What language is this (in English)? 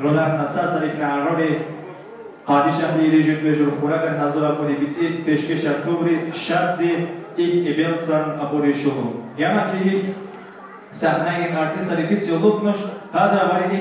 Tabassaran